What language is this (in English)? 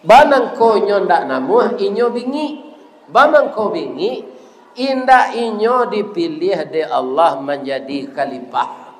Minangkabau